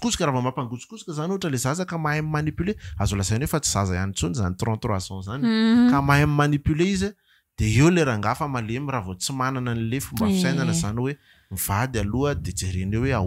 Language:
Malagasy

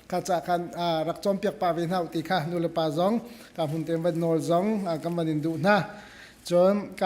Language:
Hakha Chin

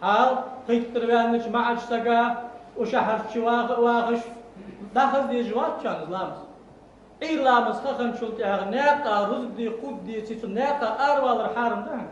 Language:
Ingush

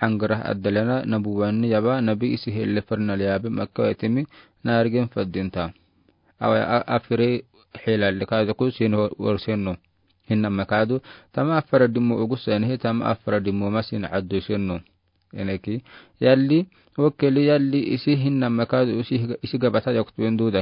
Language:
Afar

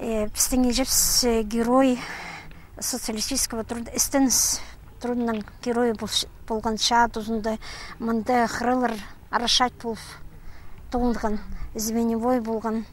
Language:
Khakas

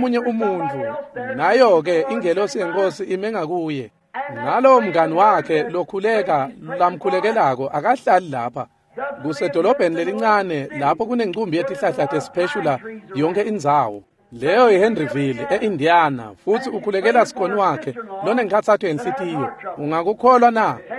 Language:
Swati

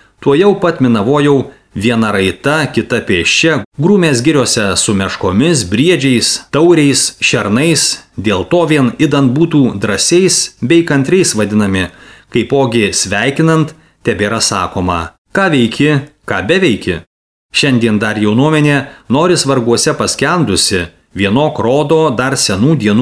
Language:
Lithuanian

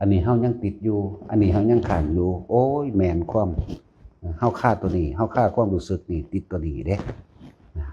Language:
Northeastern Thai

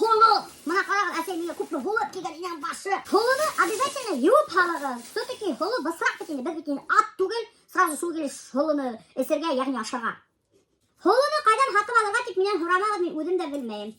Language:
Bashkir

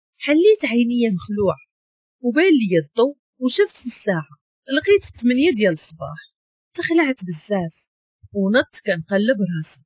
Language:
Moroccan Arabic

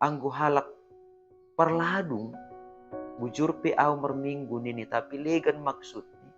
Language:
Batak Simalungun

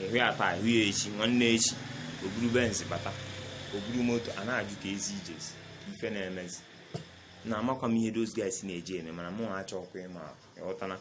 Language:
Igbo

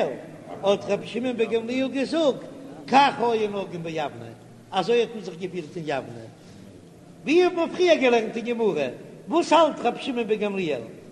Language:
Yiddish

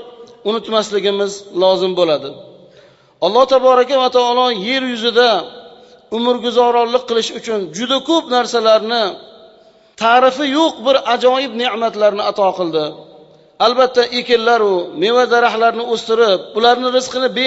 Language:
Uzbek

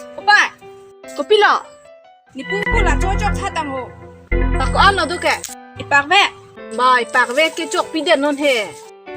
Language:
Karbi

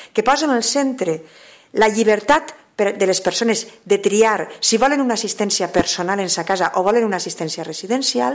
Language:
Catalan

